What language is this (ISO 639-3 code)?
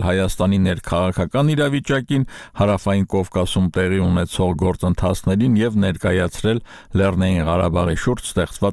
hye